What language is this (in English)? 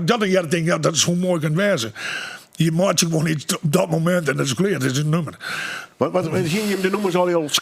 Western Frisian